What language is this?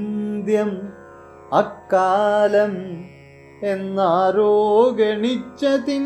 Malayalam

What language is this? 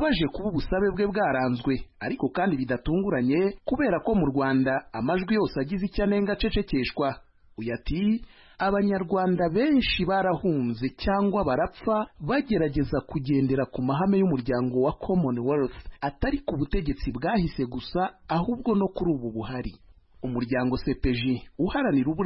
Kinyarwanda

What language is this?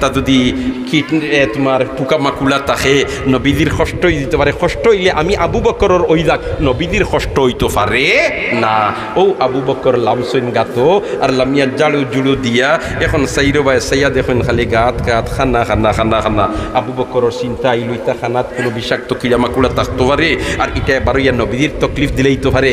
Sylheti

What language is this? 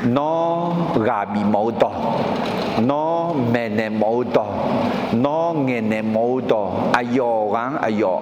Akha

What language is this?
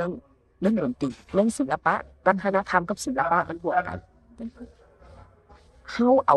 Lao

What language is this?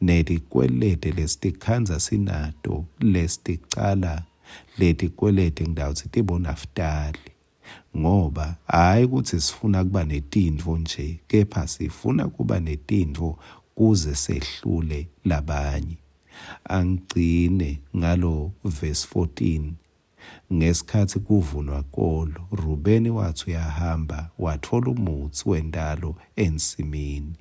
Swati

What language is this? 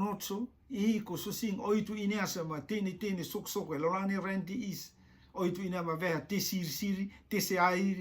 Rotuman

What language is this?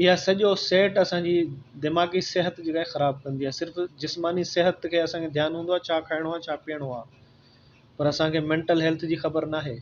Sindhi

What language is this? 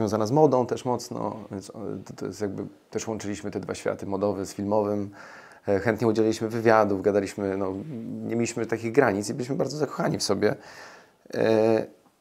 Polish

